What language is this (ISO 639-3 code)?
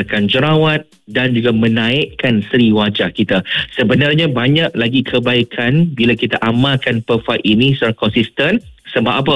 msa